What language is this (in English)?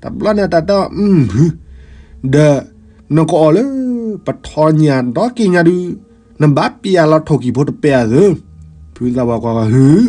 S'gaw Karen